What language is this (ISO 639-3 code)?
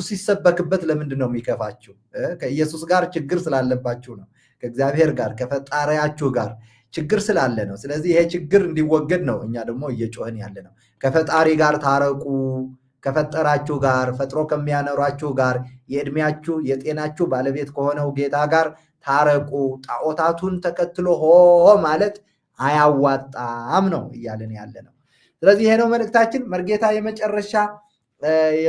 amh